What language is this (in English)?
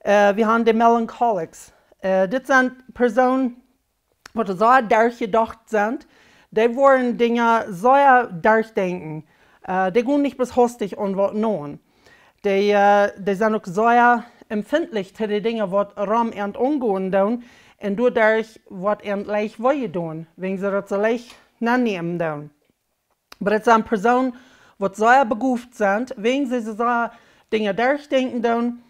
Plautdietsch